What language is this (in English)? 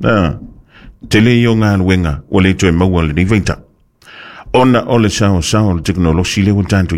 Samoan